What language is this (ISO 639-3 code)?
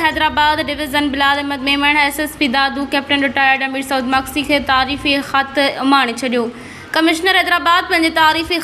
snd